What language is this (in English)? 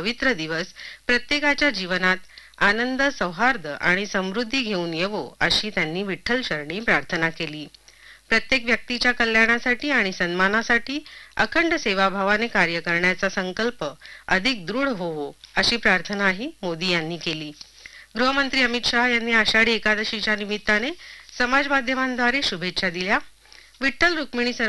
Marathi